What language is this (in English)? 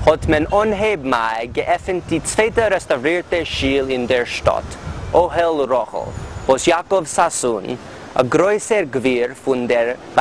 Yiddish